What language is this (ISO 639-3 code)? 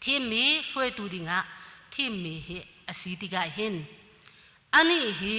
cnh